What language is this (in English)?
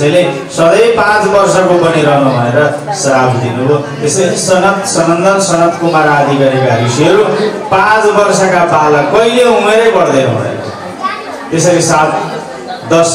Nepali